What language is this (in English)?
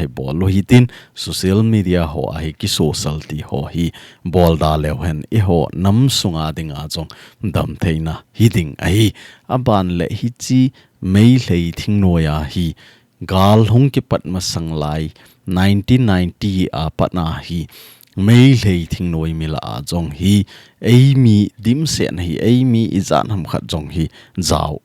Thado Chin